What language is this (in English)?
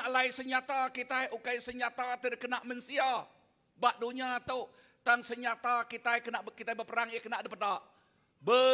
Iban